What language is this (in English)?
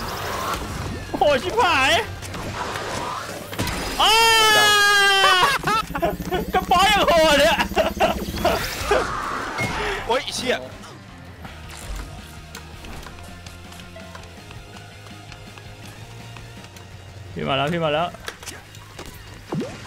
Thai